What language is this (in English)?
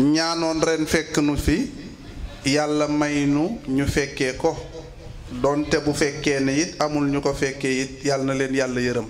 Wolof